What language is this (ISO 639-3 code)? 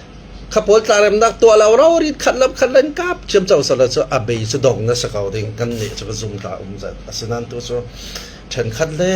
cfm